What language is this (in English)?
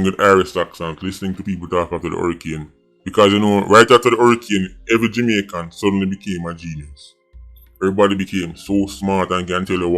Jamaican Creole English